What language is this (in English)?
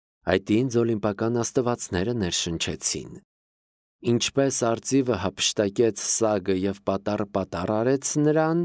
Armenian